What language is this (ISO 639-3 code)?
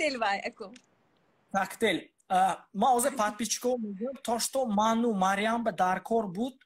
tgk